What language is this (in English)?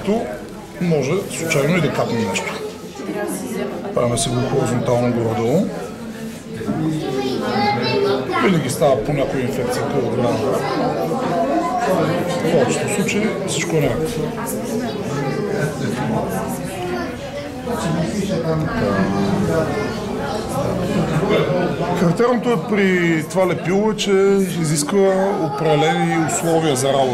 Bulgarian